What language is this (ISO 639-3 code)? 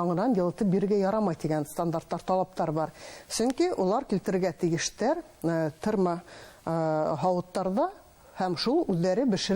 bak